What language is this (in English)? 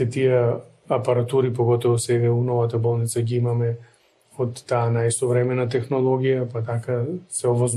Macedonian